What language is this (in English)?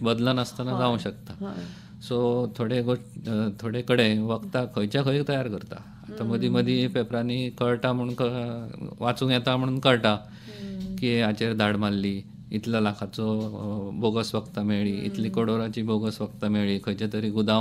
Konkani